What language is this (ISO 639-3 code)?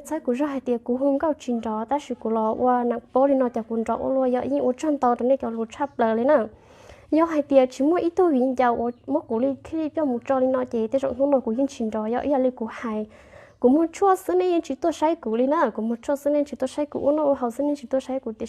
hmn